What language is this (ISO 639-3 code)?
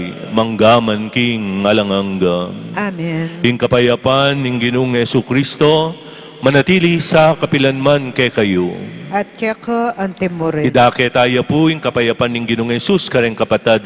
pam